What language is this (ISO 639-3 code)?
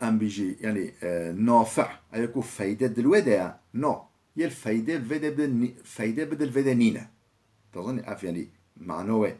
kur